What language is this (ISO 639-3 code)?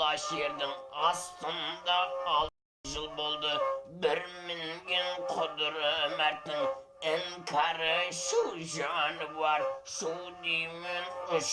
kaa